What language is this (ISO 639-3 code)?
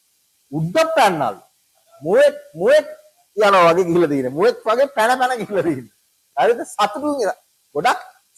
sin